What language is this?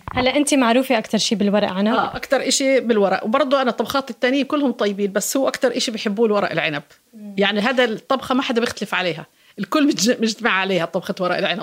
North Levantine Arabic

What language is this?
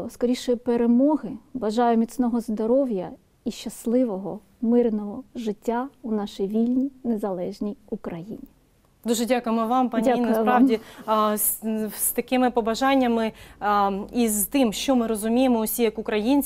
Ukrainian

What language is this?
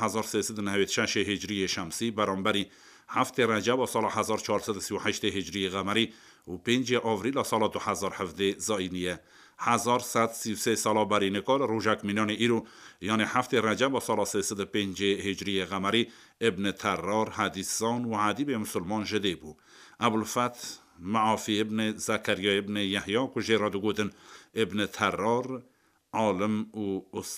Kurdish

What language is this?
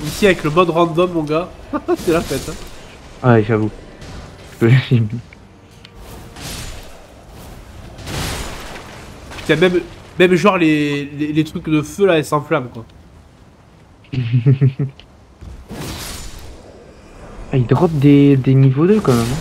French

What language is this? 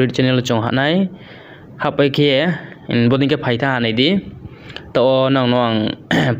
Riang (India)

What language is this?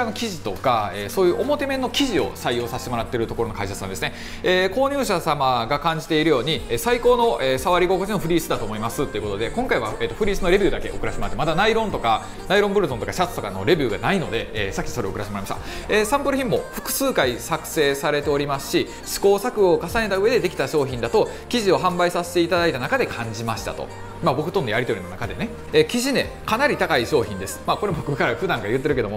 Japanese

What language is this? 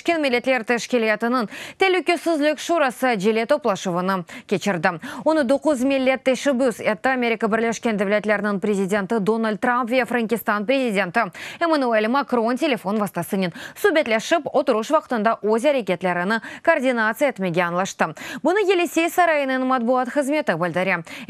Crimean Tatar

